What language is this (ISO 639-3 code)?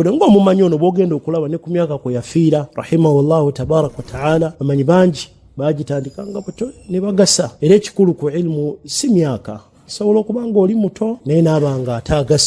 lug